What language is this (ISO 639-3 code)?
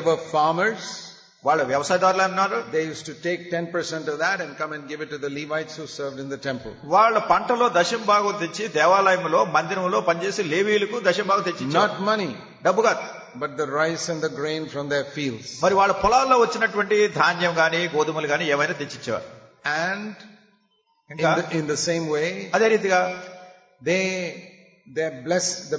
tel